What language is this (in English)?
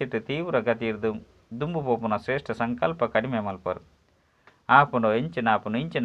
Tulu